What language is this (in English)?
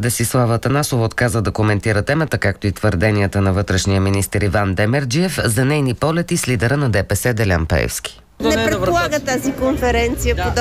Bulgarian